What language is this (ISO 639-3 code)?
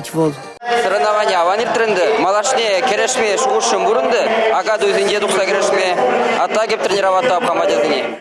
chv